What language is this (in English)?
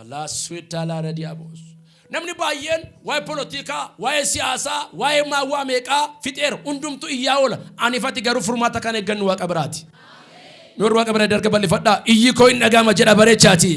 Oromo